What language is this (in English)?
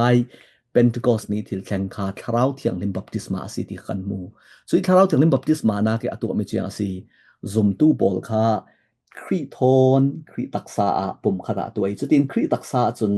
Falam Chin